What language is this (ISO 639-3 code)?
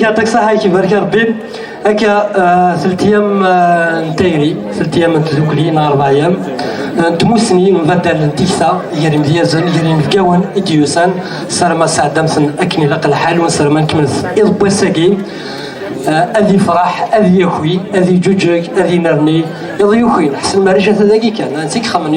kab